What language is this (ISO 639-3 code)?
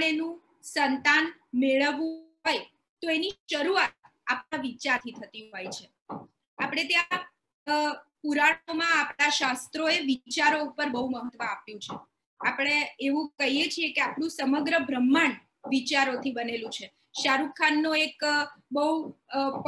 guj